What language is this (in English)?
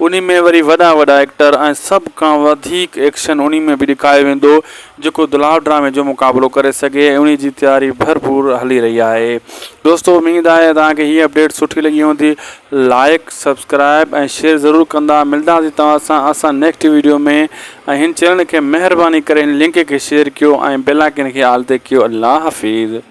Sindhi